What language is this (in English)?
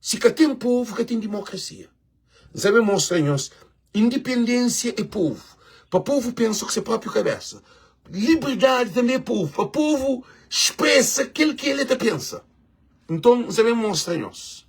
Kabuverdianu